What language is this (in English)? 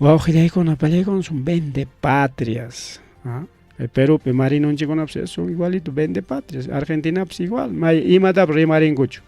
Ayacucho Quechua